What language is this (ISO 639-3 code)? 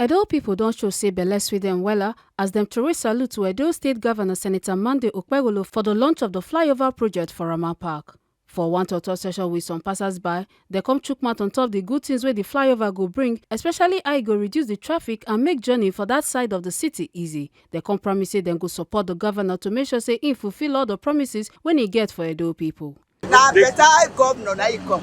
pcm